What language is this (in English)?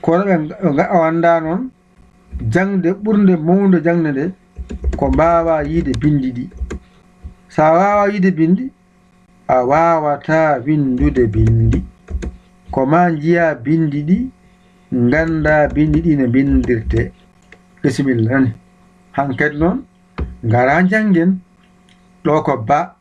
Fula